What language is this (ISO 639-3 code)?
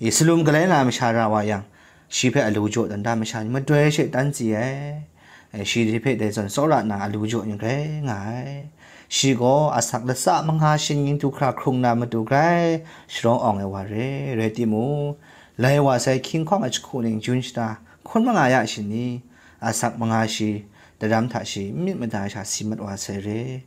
kac